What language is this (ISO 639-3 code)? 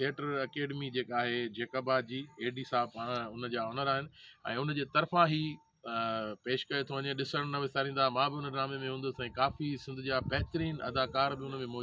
snd